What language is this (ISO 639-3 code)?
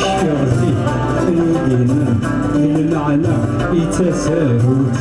kab